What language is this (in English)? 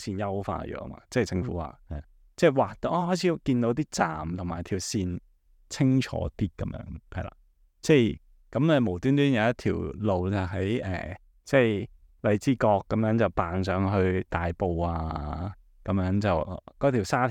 Cantonese